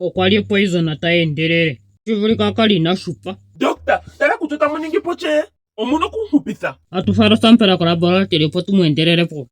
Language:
Ndonga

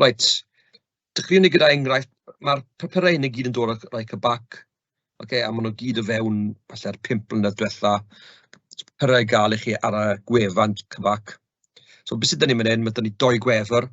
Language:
Welsh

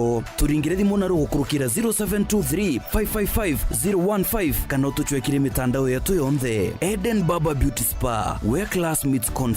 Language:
Meru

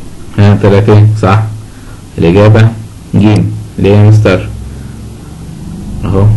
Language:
Egyptian Arabic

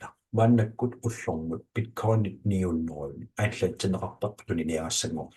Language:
Kalaallisut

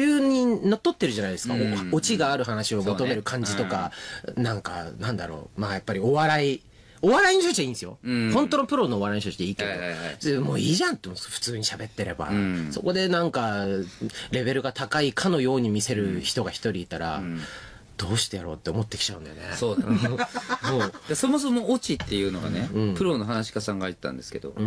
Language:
Japanese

